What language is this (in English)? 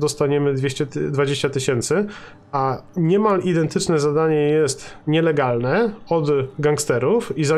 Polish